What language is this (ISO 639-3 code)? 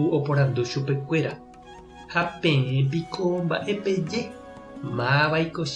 grn